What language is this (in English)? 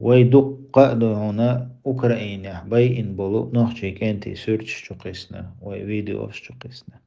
Chechen